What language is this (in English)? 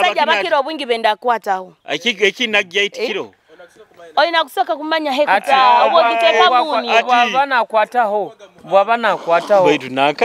Nyoro